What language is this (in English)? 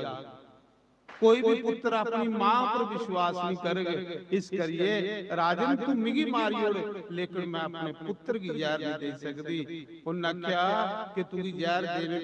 Dogri